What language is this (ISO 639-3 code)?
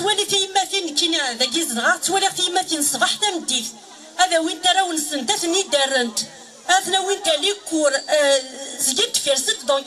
kab